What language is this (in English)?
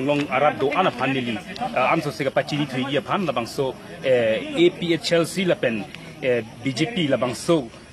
Karbi